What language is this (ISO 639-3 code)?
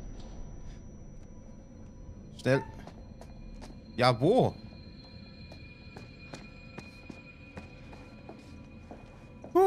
deu